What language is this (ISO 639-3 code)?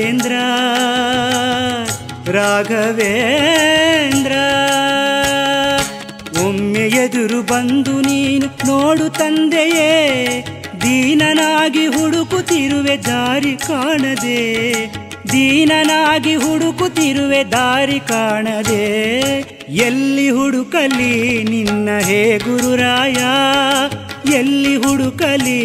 kan